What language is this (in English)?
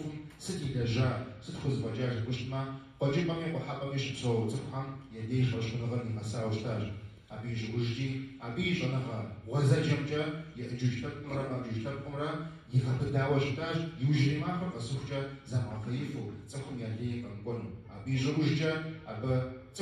Kabardian